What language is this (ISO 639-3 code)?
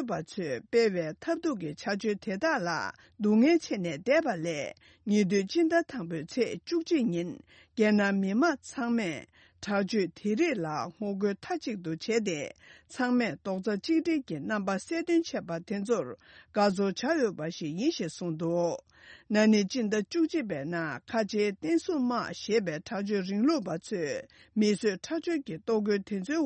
bod